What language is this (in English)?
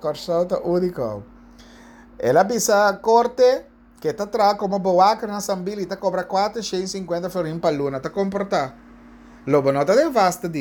Papiamento